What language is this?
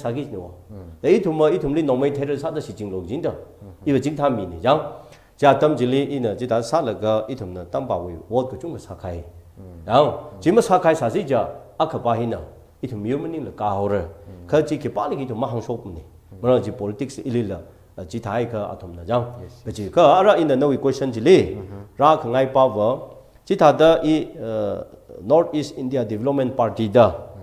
Tangkhul Naga (India)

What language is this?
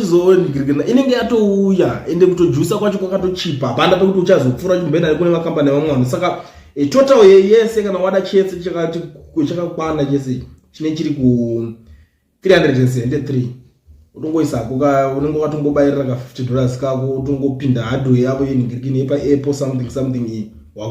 Shona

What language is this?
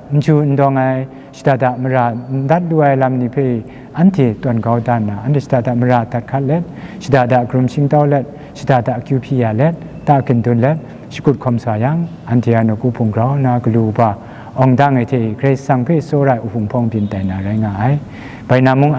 Kachin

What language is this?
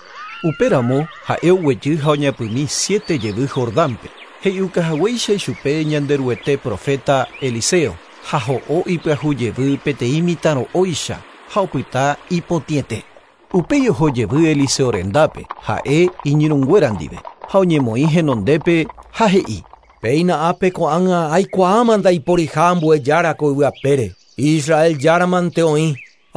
Guarani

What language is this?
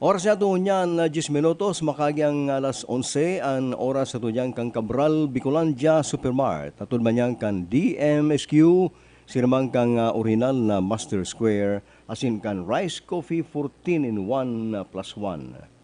Bikol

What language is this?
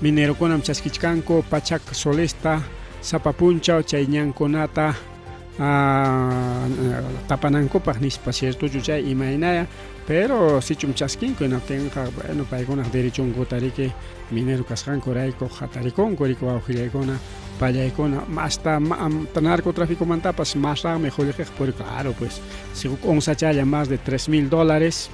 Ayacucho Quechua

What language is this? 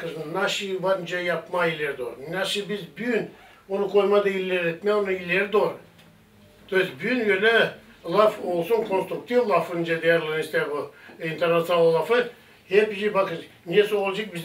Gagauz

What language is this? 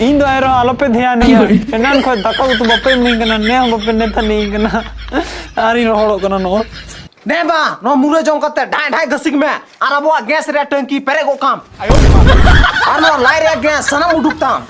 Santali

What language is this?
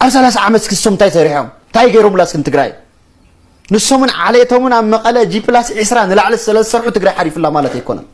Tigrinya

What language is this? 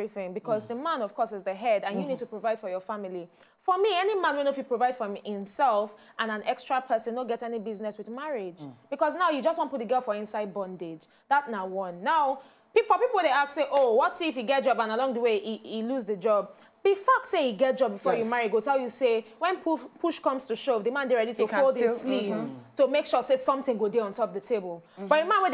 Nigerian Pidgin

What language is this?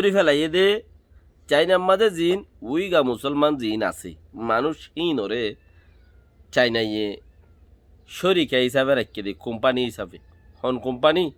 Rohingya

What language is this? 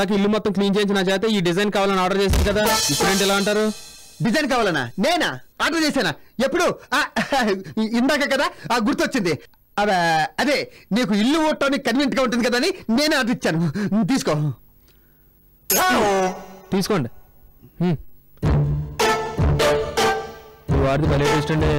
Telugu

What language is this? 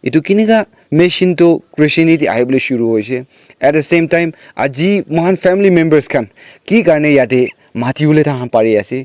Naga Pidgin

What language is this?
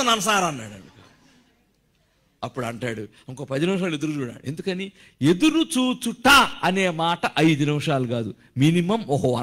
Telugu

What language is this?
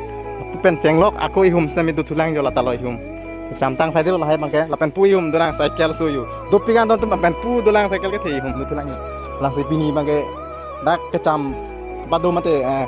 Karbi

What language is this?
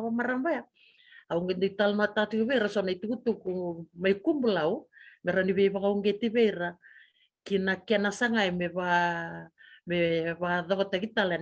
Fijian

